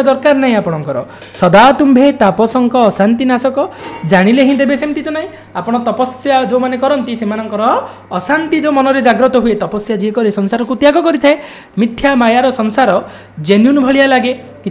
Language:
Odia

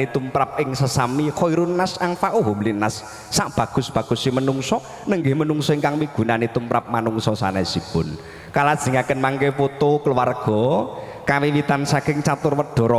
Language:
Javanese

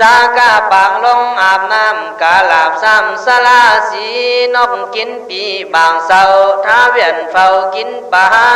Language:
Khün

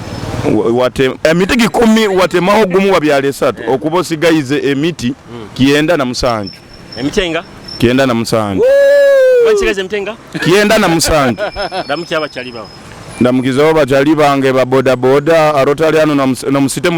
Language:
Nyoro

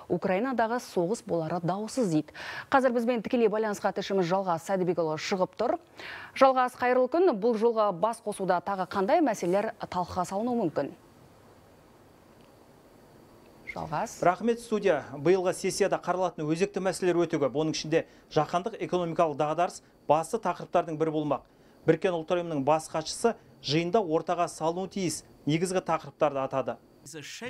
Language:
Kazakh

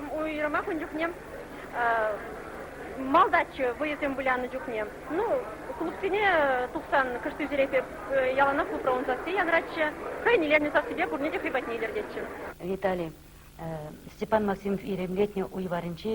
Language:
Chuvash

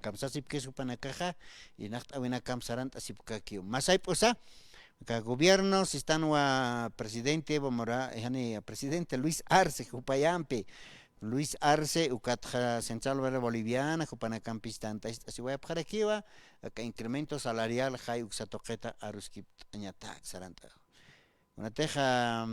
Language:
Aymara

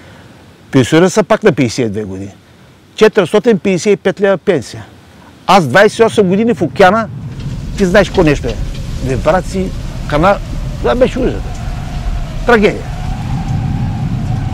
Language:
Bulgarian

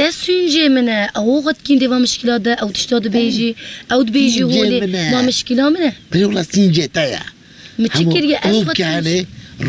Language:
Kurdish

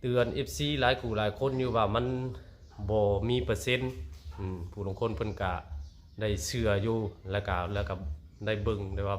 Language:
Northeastern Thai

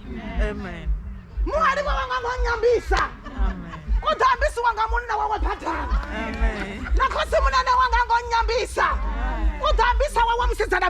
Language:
Venda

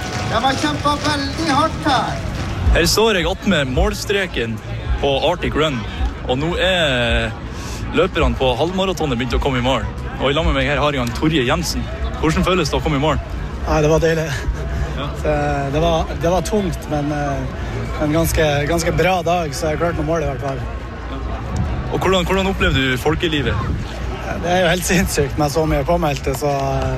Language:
Norwegian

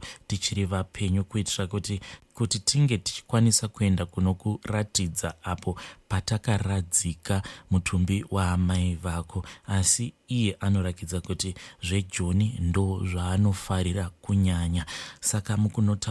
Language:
Shona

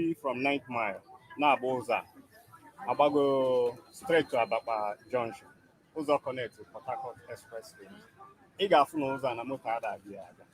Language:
Igbo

